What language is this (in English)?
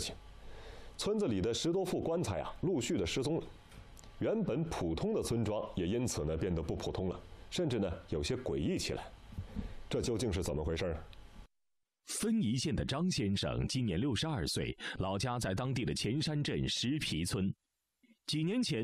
Chinese